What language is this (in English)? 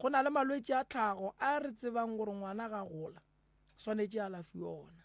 Northern Sotho